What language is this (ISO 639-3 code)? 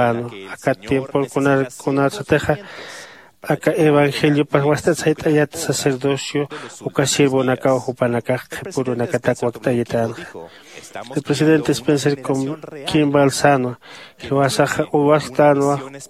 aym